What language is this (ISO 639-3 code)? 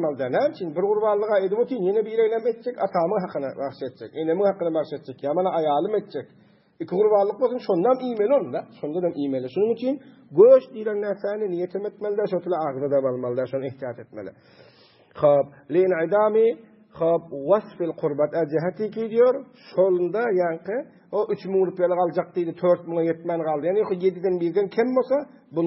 tuk